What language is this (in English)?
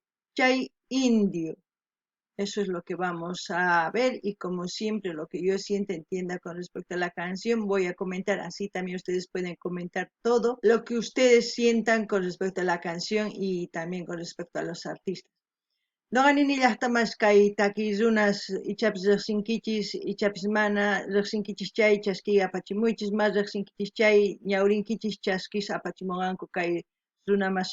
South Bolivian Quechua